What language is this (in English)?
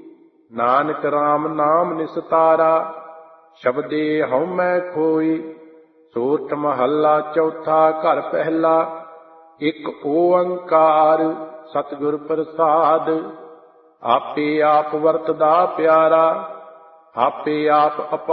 Punjabi